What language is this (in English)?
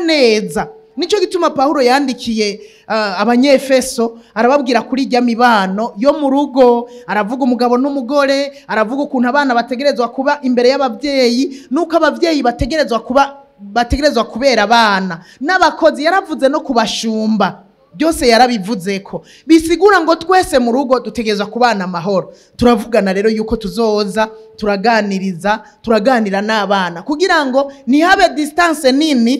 Rundi